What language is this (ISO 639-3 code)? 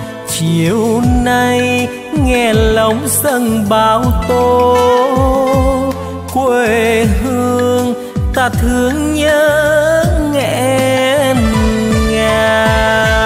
vie